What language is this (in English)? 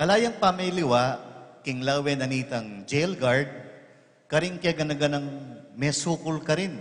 Pampanga